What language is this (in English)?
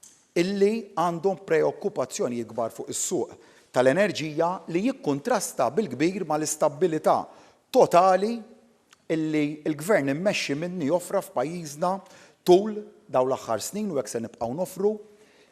Maltese